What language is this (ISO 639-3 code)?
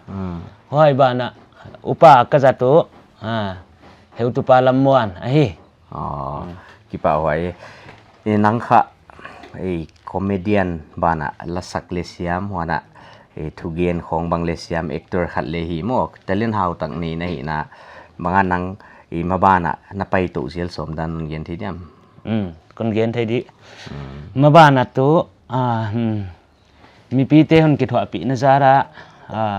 pck